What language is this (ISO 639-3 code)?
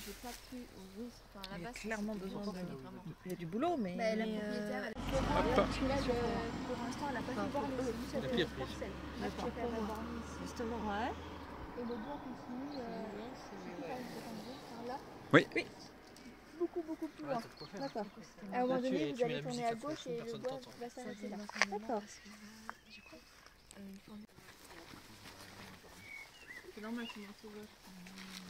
fra